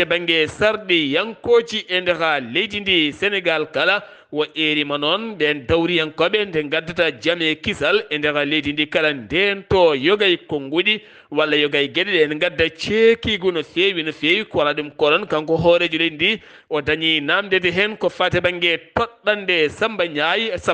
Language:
Fula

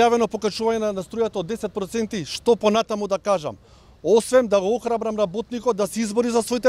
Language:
Macedonian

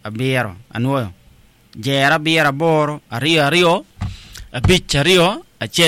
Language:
Acoli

